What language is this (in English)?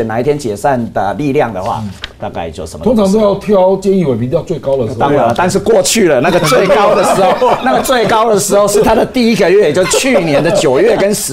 Chinese